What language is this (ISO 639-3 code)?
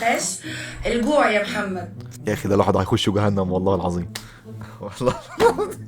arz